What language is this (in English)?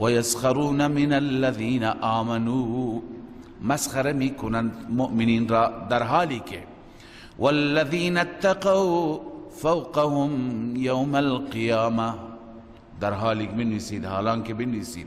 Persian